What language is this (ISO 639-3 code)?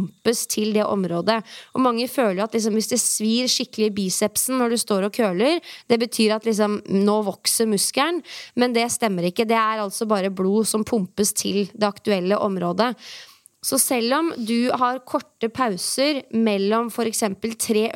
nor